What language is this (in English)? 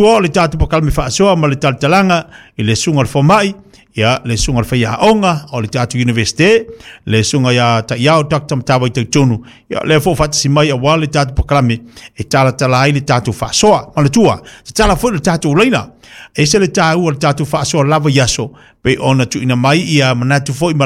Samoan